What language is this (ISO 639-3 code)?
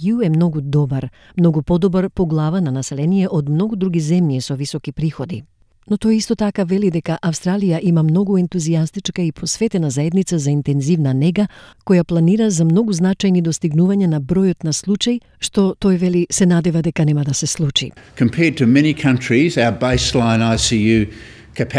mkd